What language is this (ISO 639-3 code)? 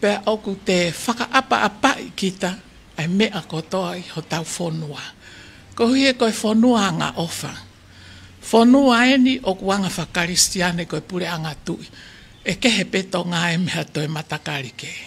ton